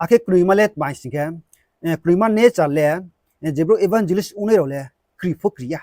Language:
Riang (India)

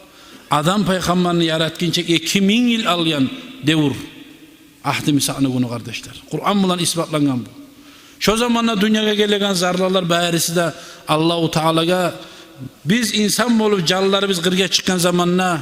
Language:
Kumyk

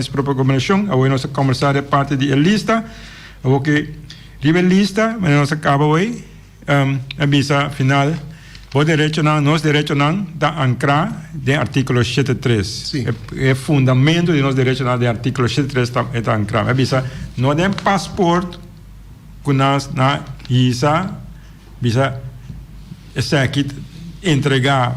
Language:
Papiamento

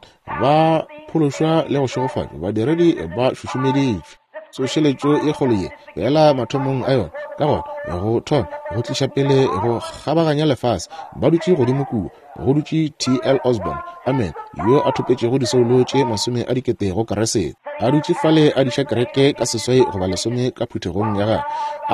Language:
Northern Sotho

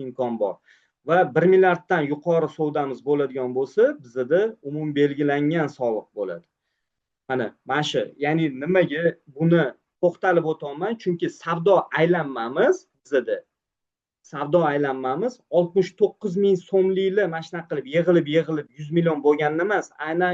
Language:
Uzbek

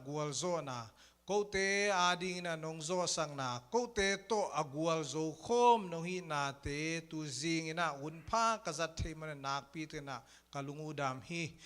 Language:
Tedim Chin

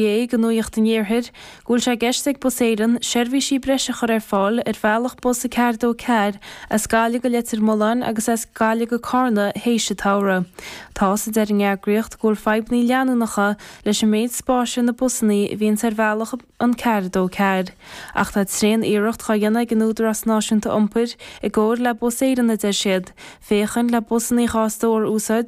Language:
Irish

